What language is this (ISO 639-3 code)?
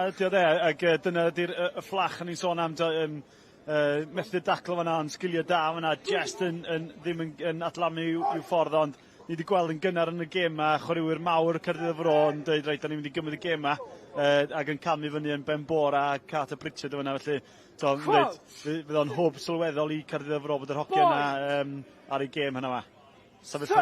cym